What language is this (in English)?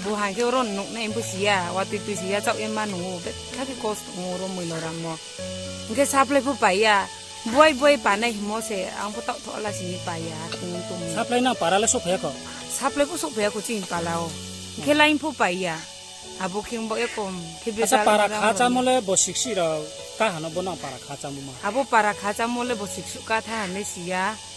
Riang (India)